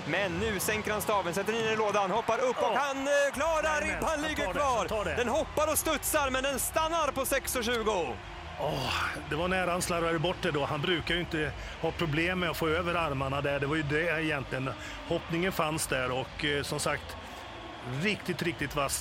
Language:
Swedish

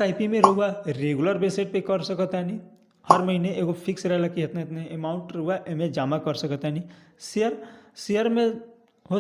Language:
Bhojpuri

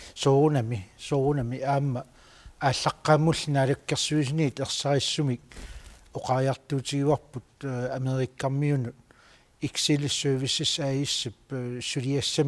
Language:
Kalaallisut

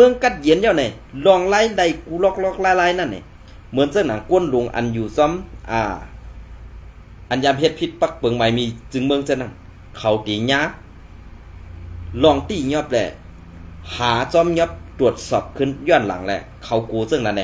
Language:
Shan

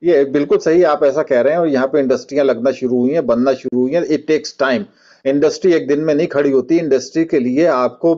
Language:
Urdu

